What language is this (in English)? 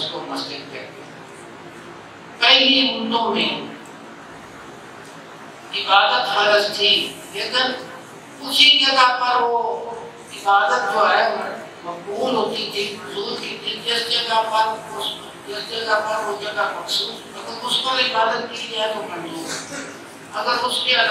Urdu